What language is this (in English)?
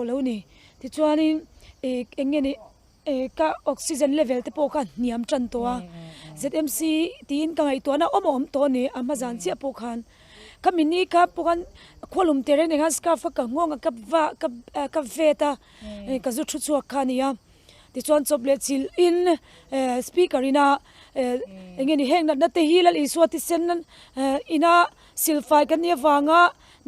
Mizo